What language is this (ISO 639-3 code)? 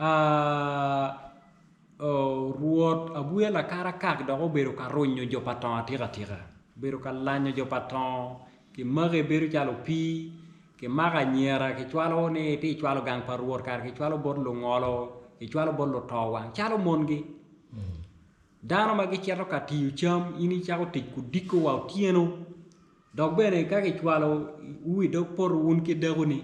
ach